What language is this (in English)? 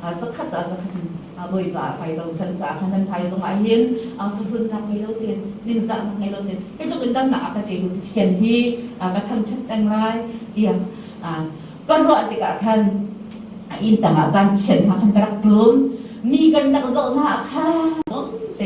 Hakha Chin